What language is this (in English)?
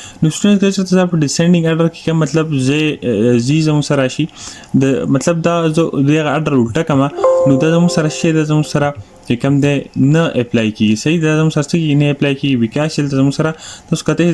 Pashto